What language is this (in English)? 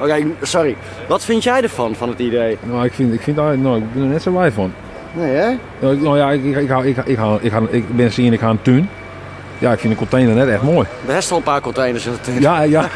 Western Frisian